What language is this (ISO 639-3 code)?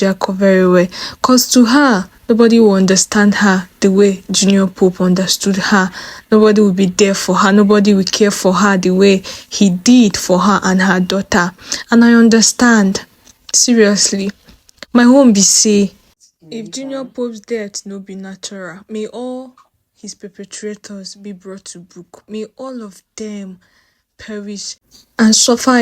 pcm